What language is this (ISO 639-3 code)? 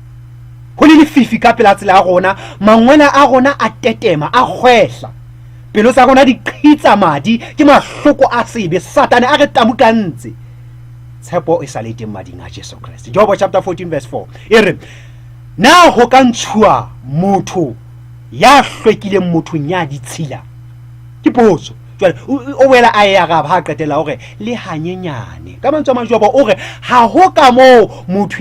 sot